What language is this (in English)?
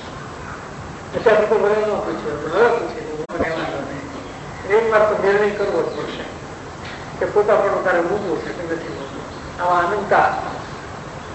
Gujarati